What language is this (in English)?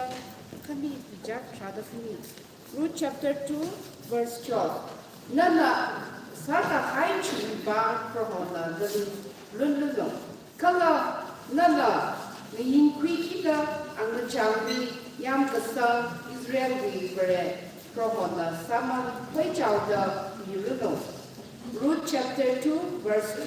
Tangkhul Naga (India)